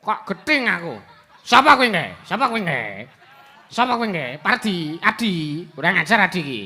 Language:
Javanese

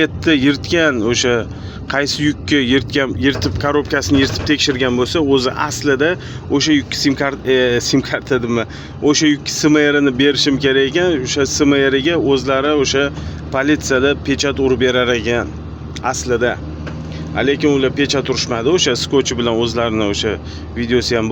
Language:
Uzbek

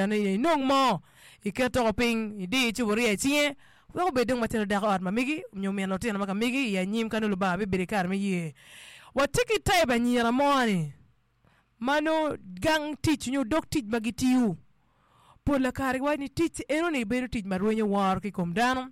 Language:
Acoli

